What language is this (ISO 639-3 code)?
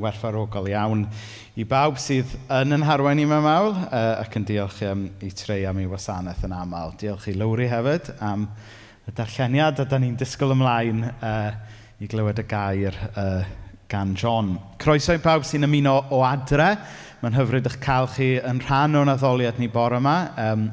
cym